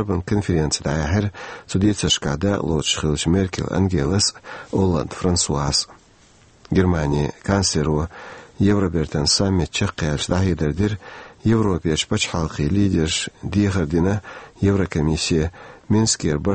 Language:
Chechen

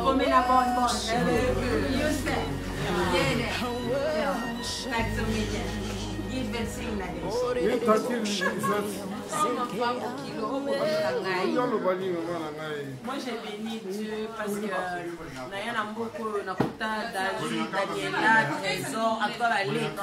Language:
Lingala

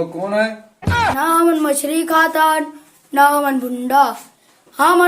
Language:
Chhattisgarhi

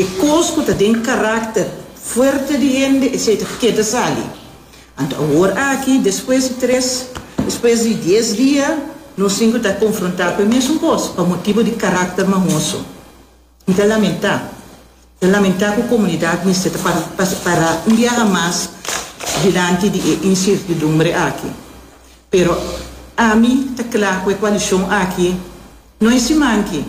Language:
Papiamento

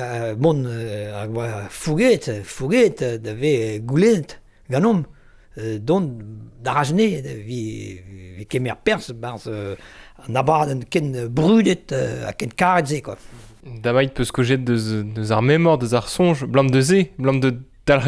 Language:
Breton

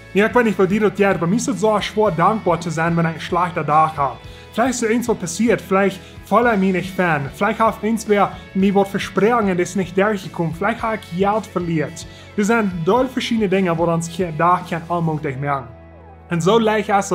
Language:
Plautdietsch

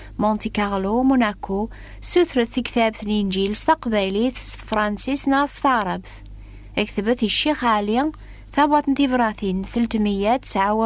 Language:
Kabyle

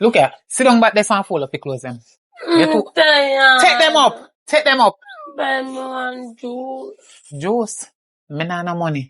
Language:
Jamaican Creole English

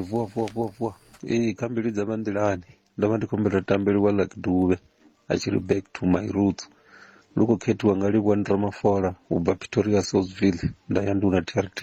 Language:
Venda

